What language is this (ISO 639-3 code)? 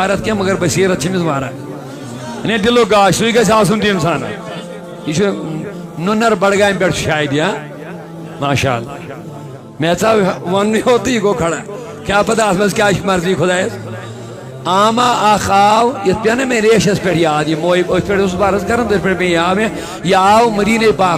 kas